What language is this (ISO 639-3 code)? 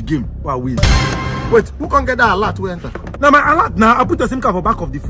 pcm